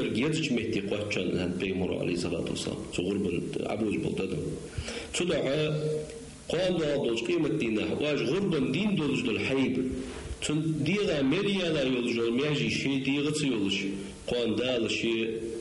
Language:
Ingush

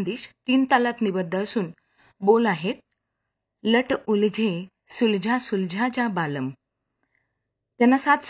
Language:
Marathi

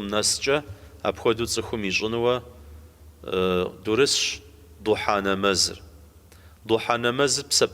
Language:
Kabardian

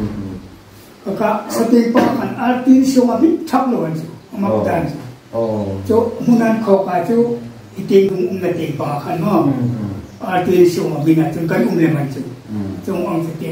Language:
Hmar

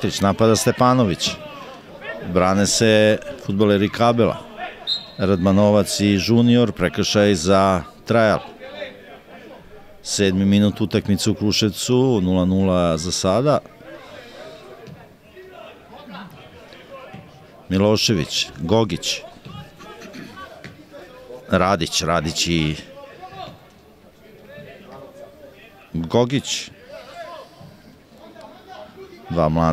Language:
Serbian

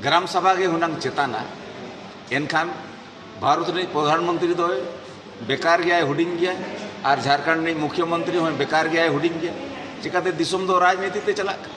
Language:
Santali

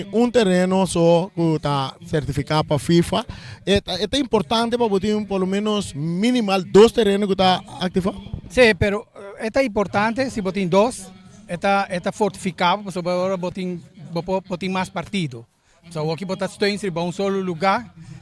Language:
Papiamento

